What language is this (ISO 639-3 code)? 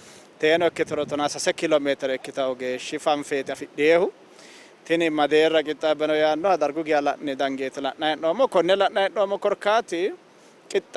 sid